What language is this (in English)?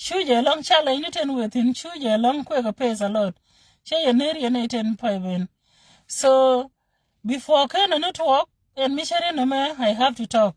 Nuer